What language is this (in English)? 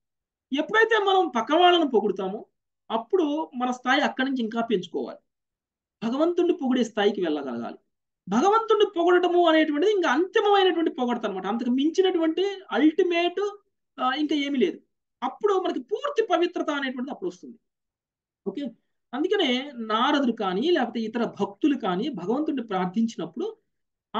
Telugu